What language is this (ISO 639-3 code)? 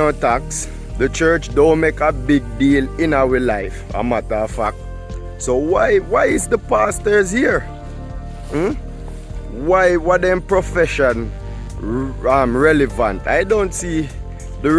jam